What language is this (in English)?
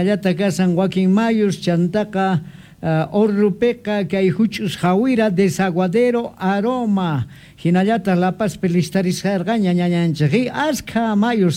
Quechua